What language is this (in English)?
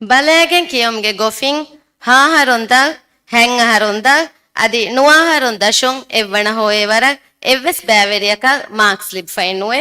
Divehi